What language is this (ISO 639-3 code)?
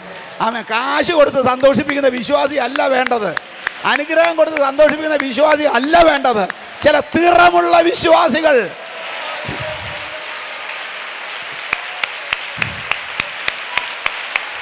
mal